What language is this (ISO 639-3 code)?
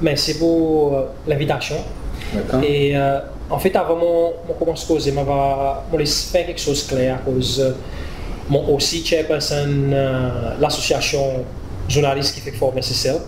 crs